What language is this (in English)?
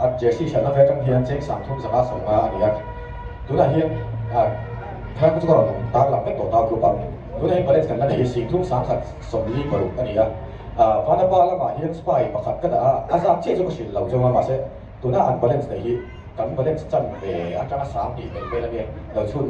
Mizo